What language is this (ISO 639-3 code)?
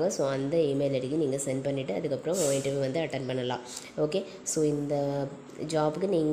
tam